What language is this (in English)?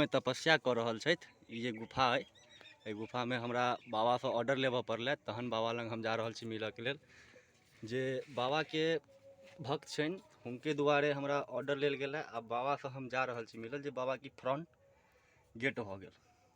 Maithili